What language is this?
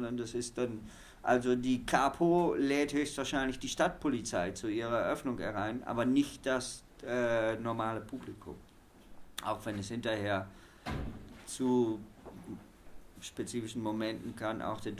German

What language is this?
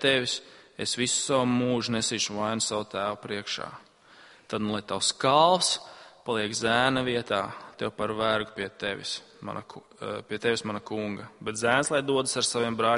Latvian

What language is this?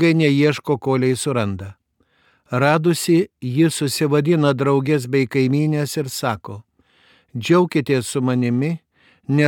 Lithuanian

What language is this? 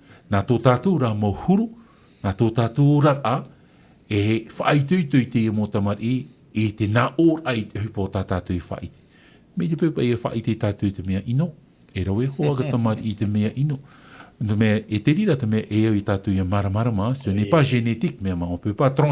Tahitian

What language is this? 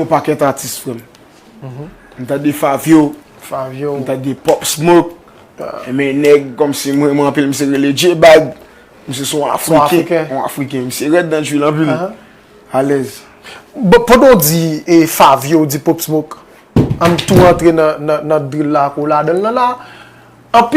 Haitian Creole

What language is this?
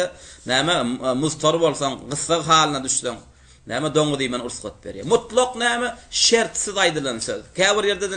Turkmen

